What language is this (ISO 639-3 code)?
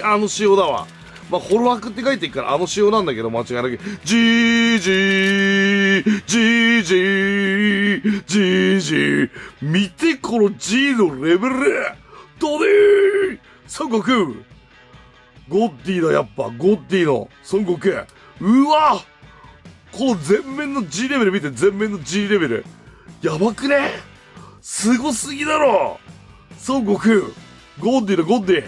jpn